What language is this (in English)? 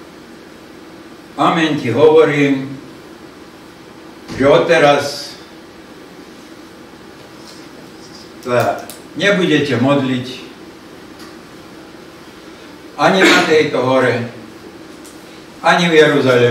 Slovak